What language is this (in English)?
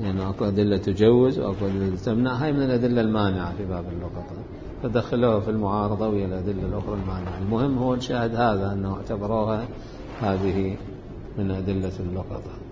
Mesopotamian Arabic